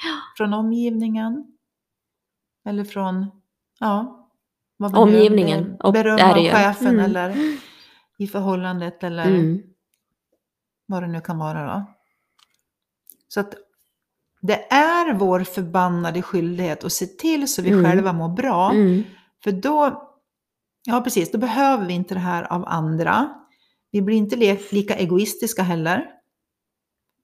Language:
Swedish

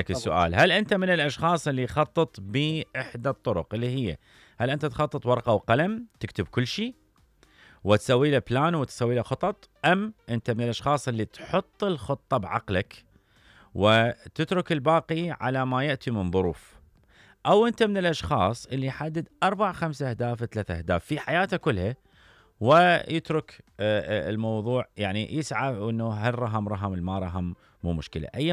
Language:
Mesopotamian Arabic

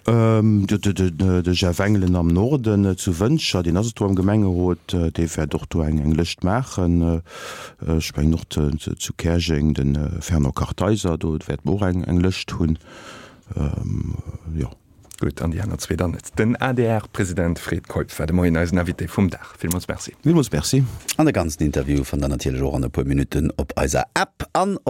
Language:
Luxembourgish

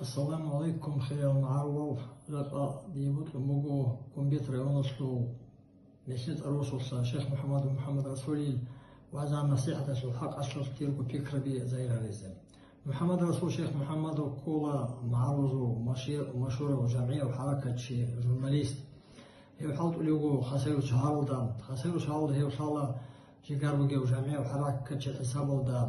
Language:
Avaric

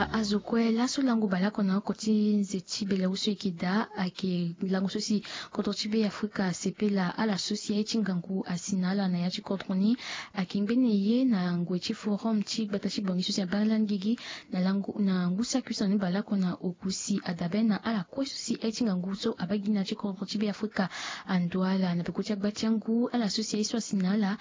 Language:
Sango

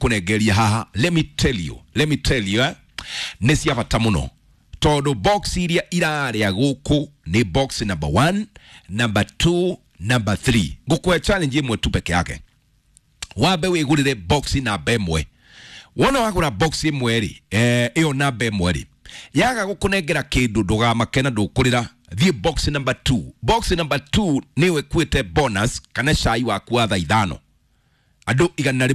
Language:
Kikuyu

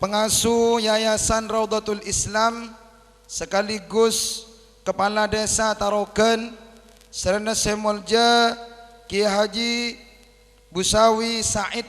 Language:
Madurese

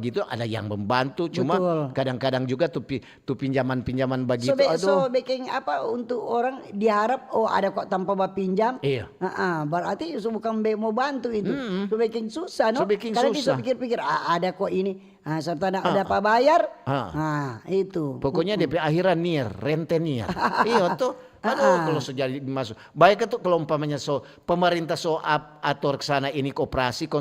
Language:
Manado Malay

